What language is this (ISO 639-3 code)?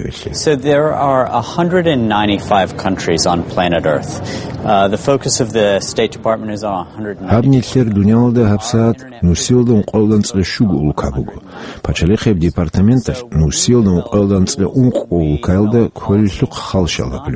ava